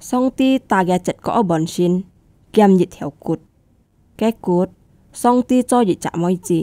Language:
Hakka Chinese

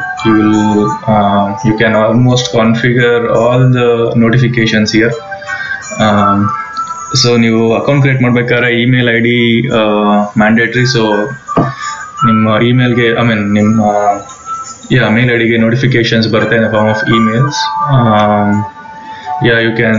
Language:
Kannada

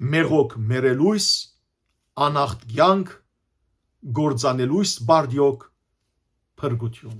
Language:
Western Armenian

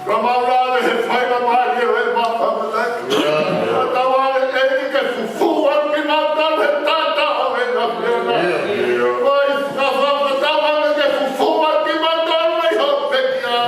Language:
Tongan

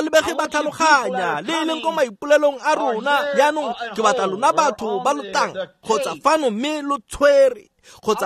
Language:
Tswana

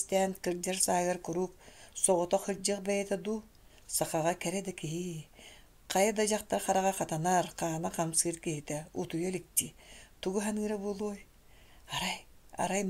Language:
Yakut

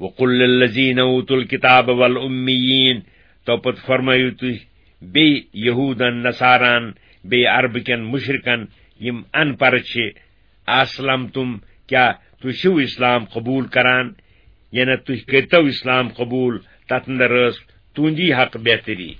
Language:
Kashmiri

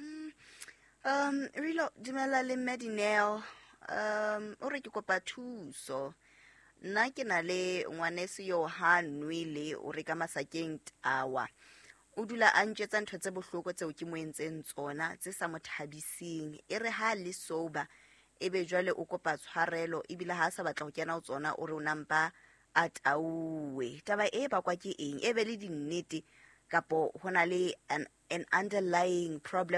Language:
Southern Sotho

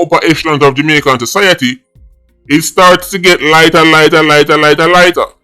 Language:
Jamaican Creole English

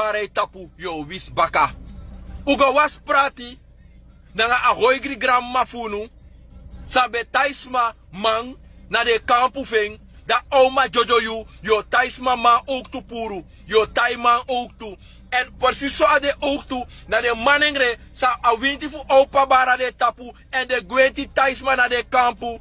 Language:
Sranan Tongo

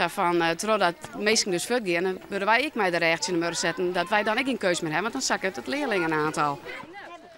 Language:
Western Frisian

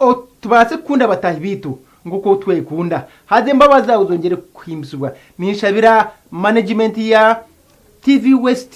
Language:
Nyankole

